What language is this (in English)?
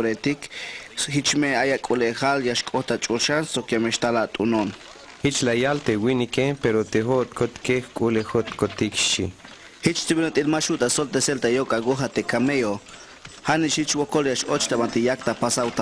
Tzeltal